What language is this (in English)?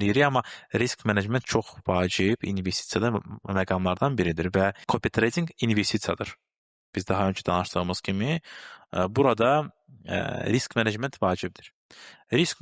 Azerbaijani